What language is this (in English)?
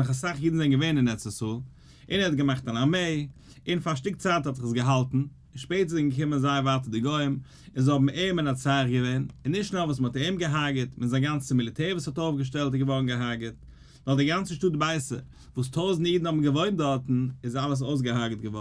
Yiddish